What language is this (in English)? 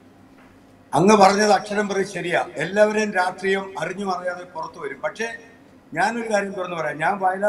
Malayalam